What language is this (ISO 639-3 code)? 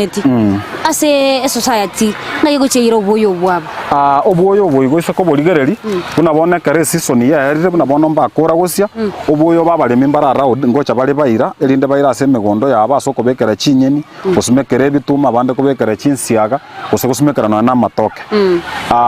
guz